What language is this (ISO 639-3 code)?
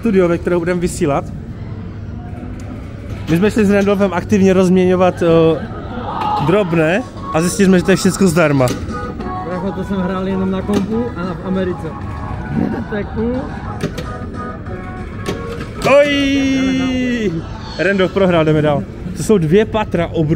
ces